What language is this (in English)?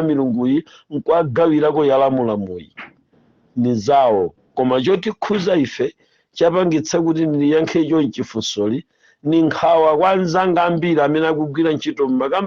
Nyanja